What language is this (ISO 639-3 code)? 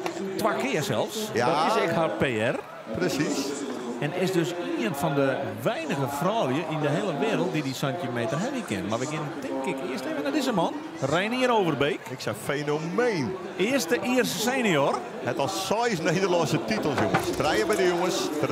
fry